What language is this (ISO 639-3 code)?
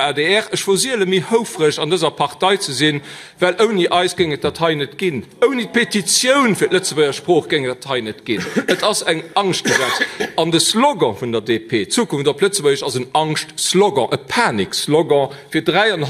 ltz